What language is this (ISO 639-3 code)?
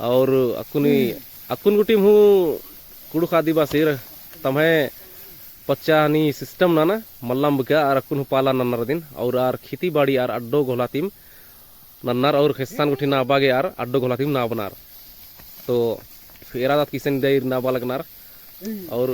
kru